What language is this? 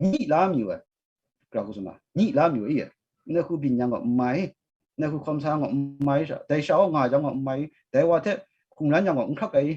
Kachin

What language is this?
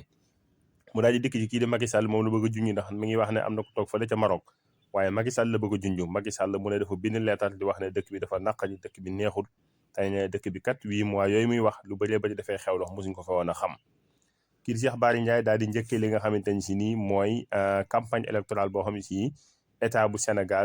Wolof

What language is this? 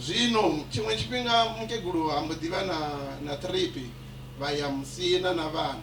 Venda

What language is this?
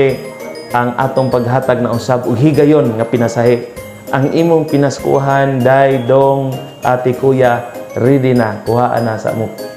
Cebuano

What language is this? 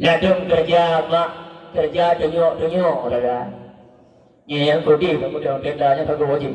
Achinese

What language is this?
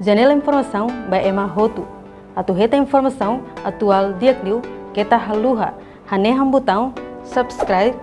Tetum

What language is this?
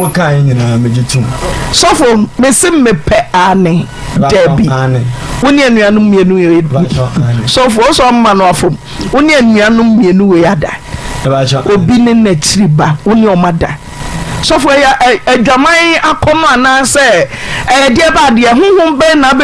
Akan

